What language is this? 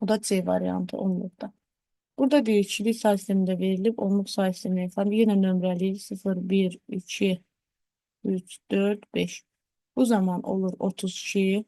Azerbaijani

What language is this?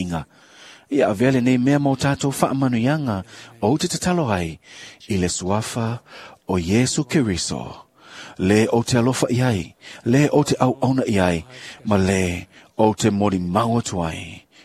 Samoan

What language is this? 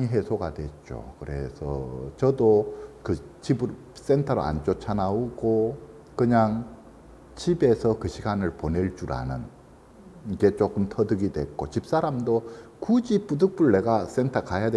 Korean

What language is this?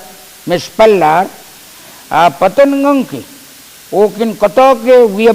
Pohnpeian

